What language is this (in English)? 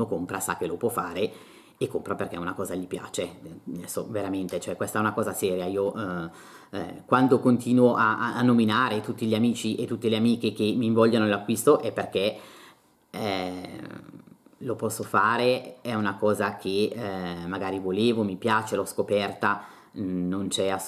Italian